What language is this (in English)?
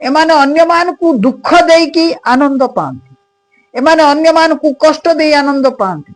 Odia